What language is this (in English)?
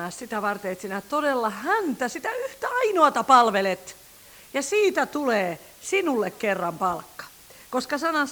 Finnish